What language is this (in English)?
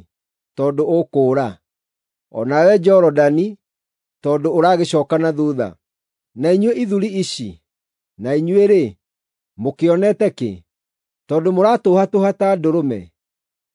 Kikuyu